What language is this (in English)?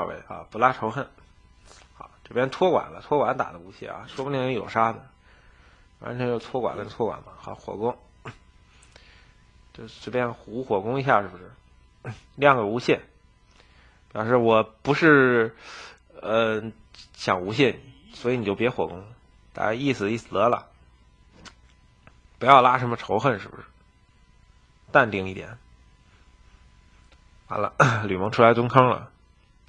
Chinese